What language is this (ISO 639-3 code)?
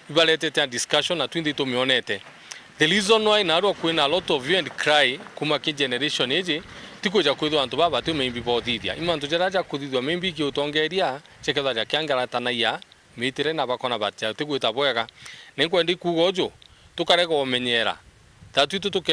mer